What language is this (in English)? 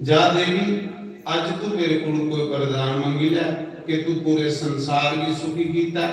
Dogri